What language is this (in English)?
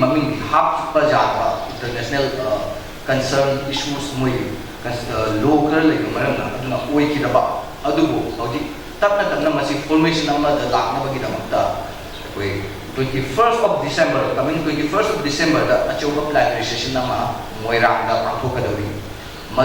Manipuri